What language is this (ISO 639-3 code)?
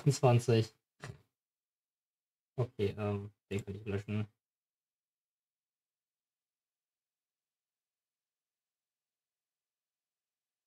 deu